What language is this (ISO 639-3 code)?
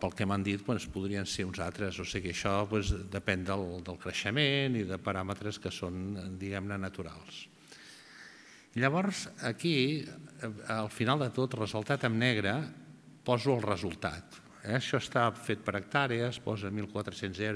cat